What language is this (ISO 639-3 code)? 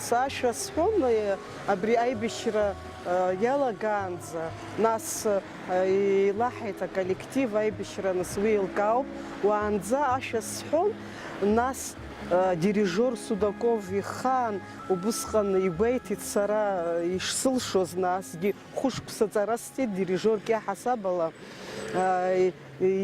abk